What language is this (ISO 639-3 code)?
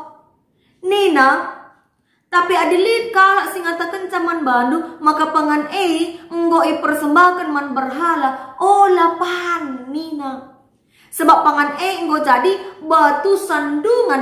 btx